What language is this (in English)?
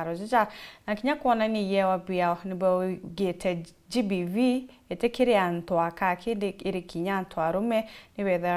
Meru